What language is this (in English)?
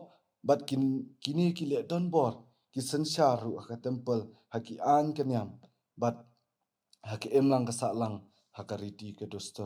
Khasi